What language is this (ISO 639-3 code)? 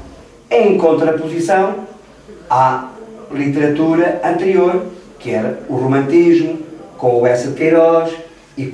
por